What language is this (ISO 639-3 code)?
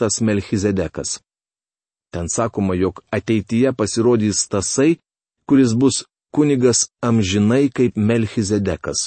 lit